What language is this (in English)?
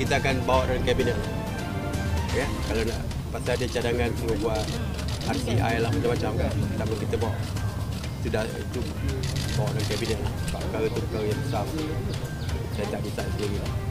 Malay